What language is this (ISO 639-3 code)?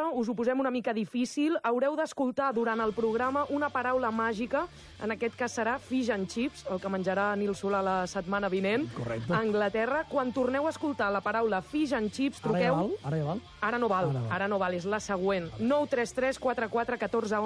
cat